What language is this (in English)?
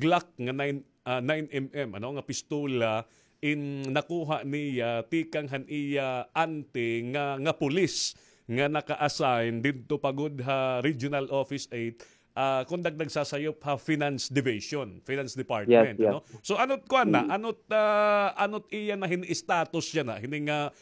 Waray